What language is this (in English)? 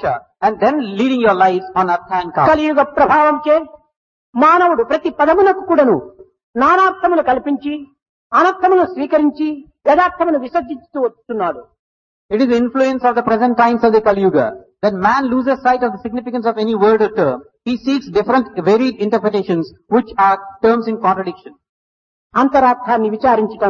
Telugu